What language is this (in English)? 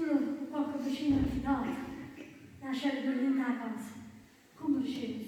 Neapolitan